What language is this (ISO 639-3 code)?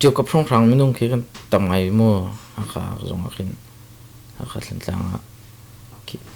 cnh